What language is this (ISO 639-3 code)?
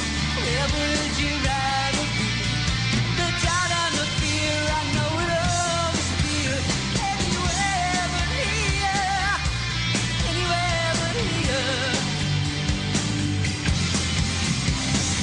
eng